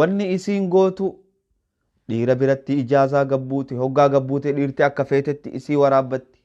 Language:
Oromo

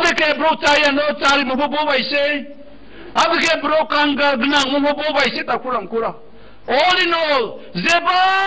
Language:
Riang (India)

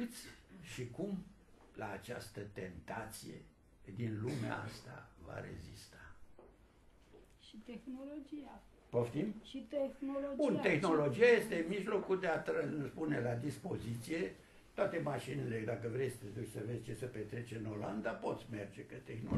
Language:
Romanian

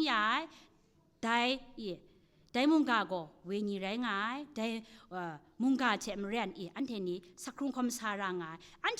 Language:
Kachin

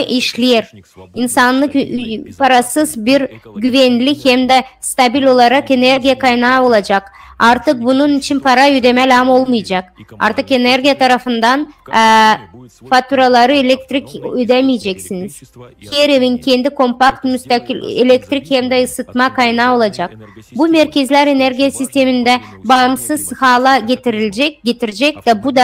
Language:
Gagauz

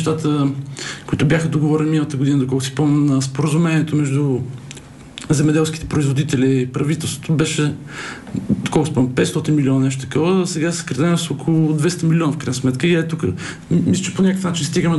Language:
Bulgarian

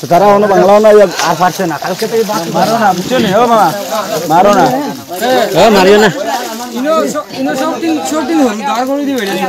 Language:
Sylheti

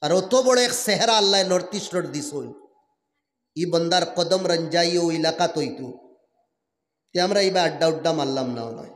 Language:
Sylheti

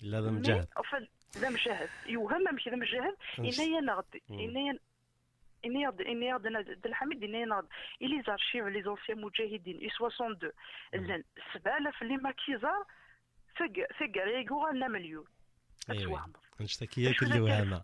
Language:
Kabyle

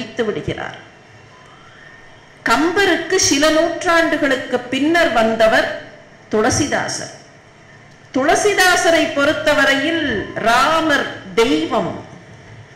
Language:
Tamil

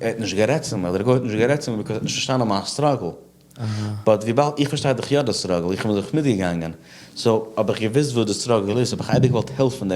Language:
Yiddish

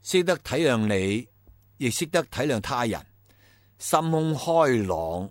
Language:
Cantonese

